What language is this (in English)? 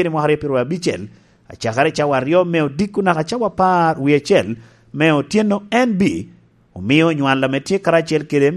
Lango (Uganda)